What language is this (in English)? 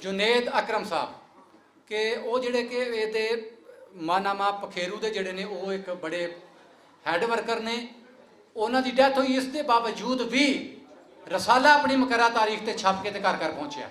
Western Panjabi